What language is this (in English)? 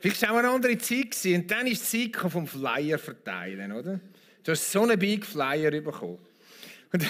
Swiss German